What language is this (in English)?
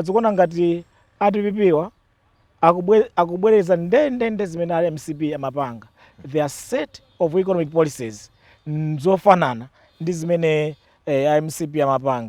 Nyanja